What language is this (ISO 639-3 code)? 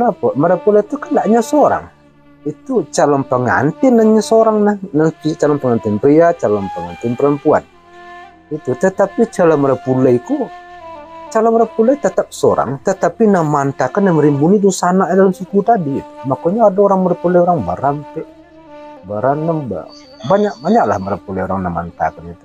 min